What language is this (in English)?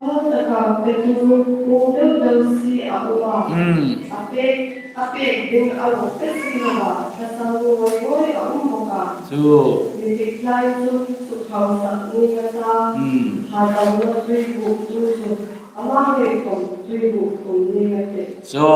Hmar